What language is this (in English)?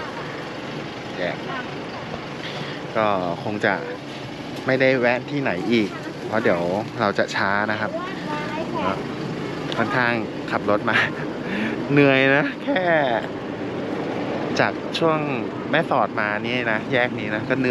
Thai